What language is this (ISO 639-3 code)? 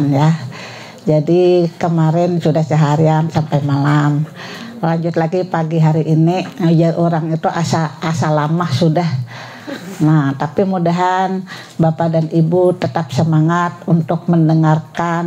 bjn